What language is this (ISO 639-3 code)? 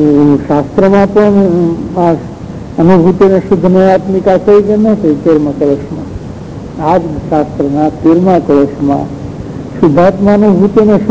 guj